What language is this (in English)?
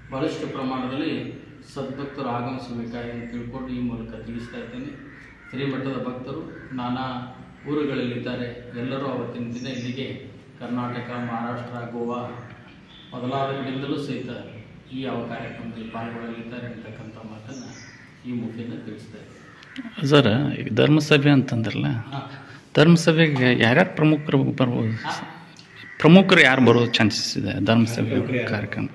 Kannada